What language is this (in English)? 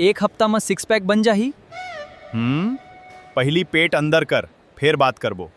Chhattisgarhi